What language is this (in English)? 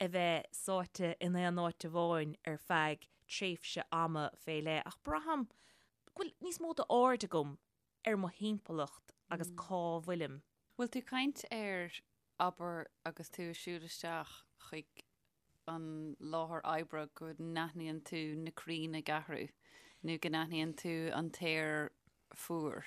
Irish